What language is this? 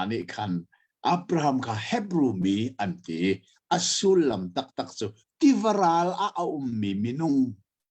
Hakha Chin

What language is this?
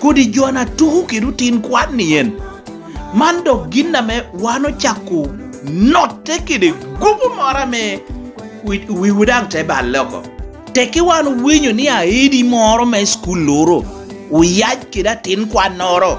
Lango (Uganda)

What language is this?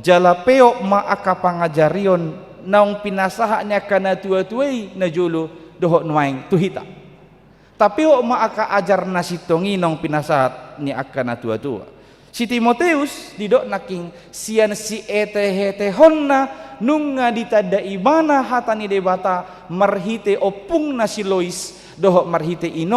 Batak Toba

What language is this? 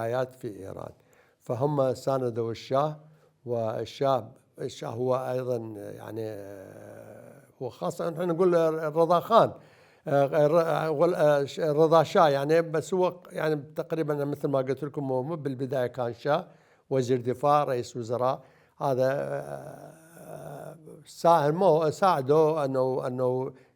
Mesopotamian Arabic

